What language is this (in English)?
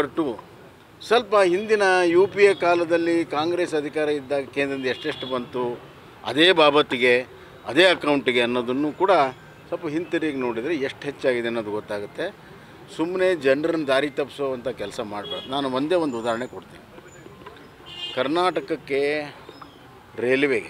Kannada